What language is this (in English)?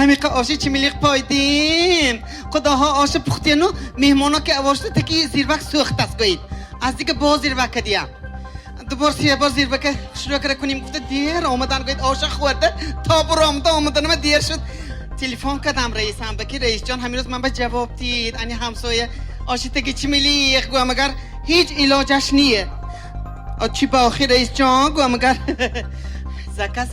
Tajik